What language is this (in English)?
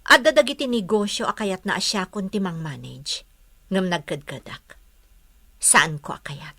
Iloko